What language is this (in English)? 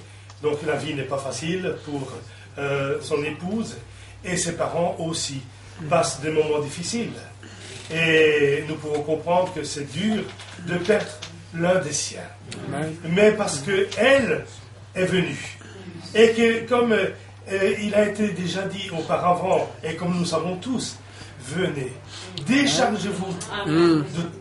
French